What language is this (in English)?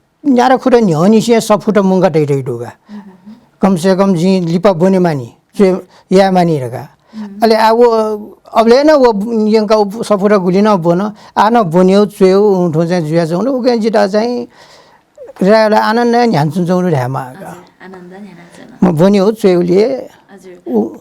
Newari